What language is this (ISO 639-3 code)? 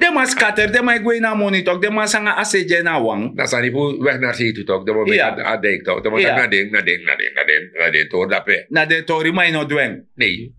srn